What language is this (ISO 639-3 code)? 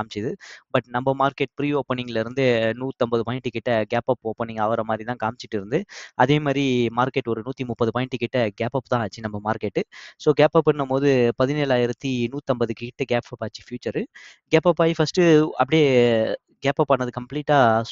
tam